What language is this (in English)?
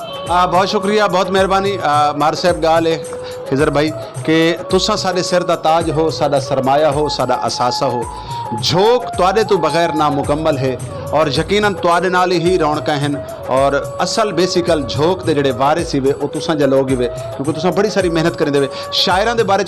Saraiki